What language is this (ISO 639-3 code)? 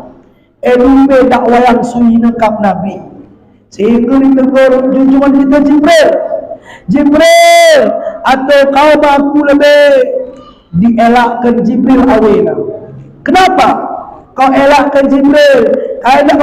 btz